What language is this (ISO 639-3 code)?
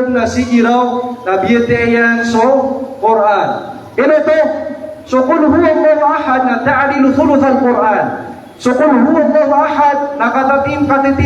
mrw